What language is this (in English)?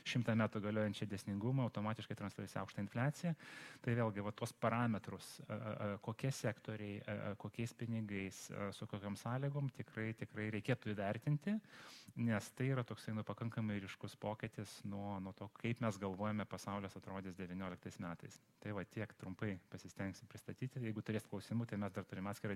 Lithuanian